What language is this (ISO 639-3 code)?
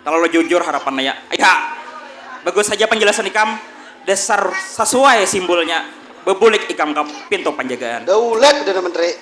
bjn